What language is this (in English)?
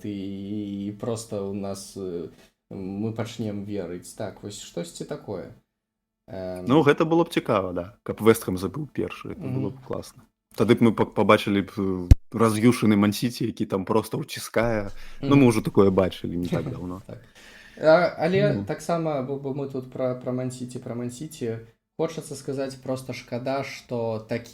Belarusian